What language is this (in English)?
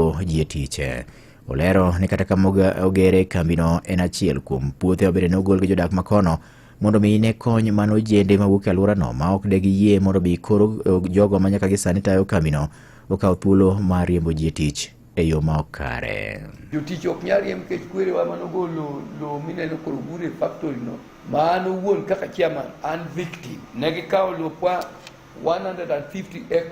Luo (Kenya and Tanzania)